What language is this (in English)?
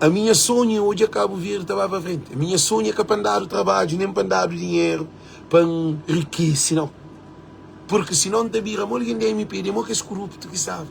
Kabuverdianu